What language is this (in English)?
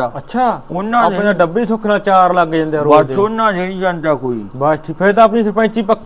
Punjabi